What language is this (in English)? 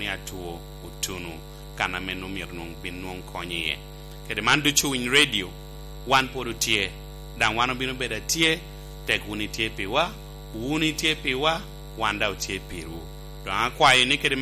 Lango (Uganda)